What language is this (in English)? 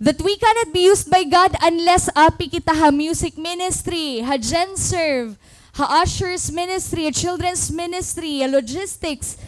Waray